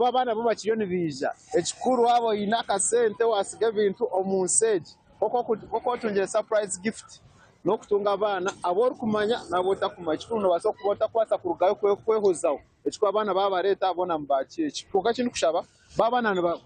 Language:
Nyankole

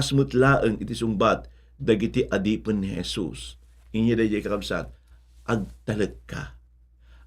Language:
Iloko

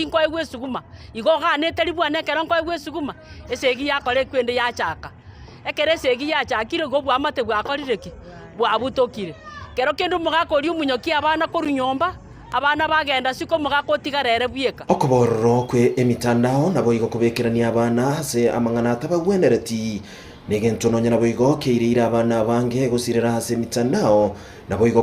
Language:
Gusii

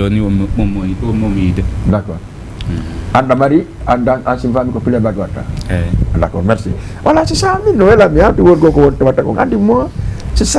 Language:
Fula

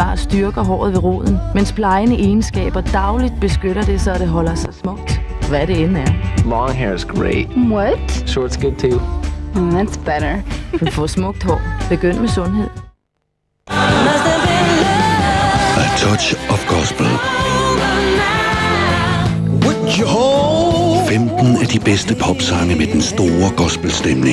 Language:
Danish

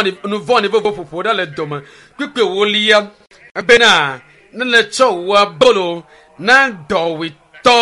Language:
Ewe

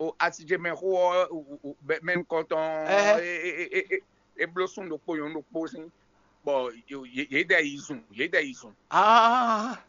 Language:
Fon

